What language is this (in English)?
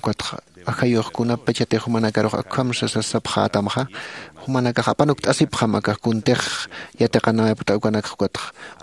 Aymara